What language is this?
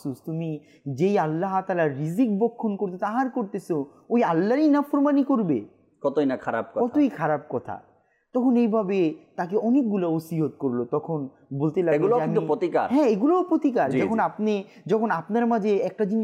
Bangla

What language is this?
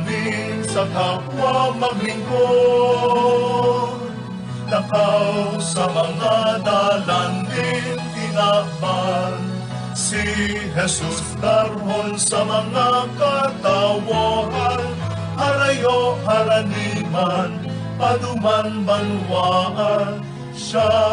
Bikol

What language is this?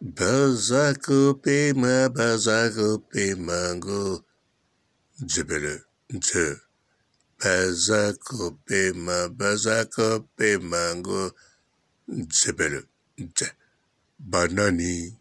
Lingala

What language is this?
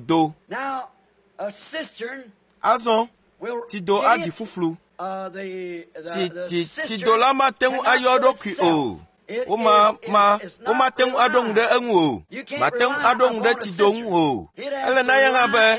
Ewe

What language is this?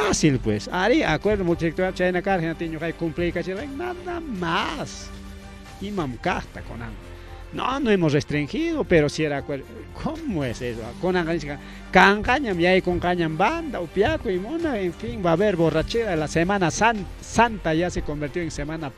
Ayacucho Quechua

